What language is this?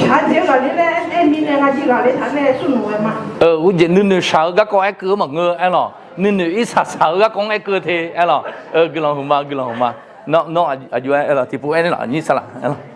Akha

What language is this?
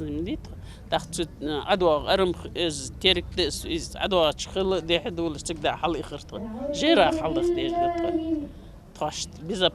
Ingush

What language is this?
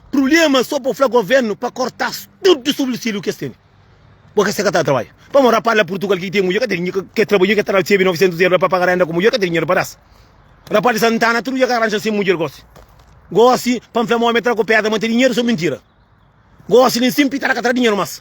Kabuverdianu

